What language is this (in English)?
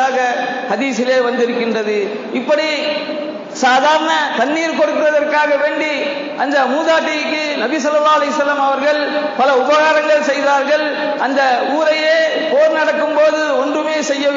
Tamil